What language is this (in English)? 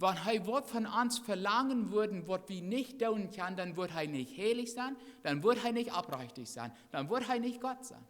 Plautdietsch